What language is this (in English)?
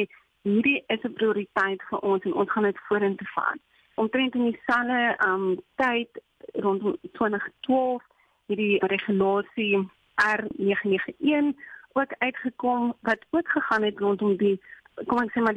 Afrikaans